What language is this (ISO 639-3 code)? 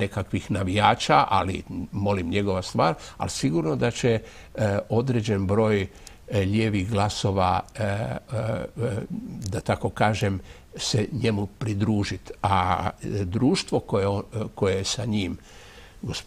hrv